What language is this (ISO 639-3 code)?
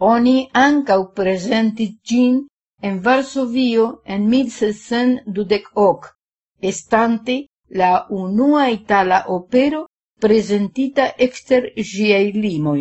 epo